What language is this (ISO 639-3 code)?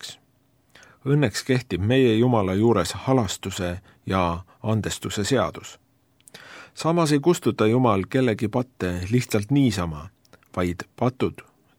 est